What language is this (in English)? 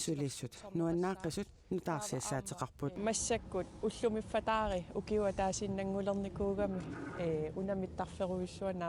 Kalaallisut